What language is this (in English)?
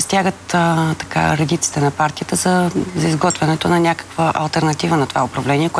Bulgarian